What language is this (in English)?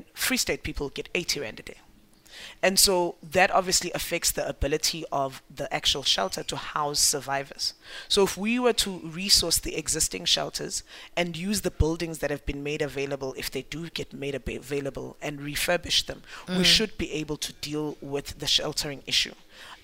English